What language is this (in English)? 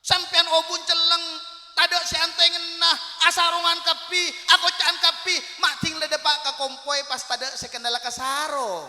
Madurese